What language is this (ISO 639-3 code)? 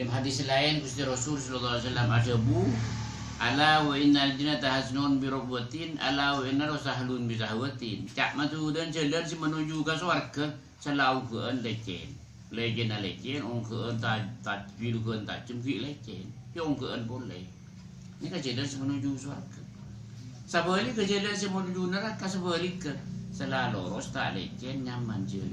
mad